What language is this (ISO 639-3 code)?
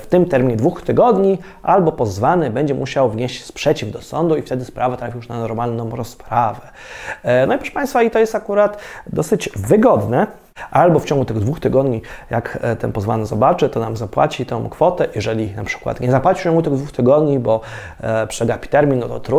pol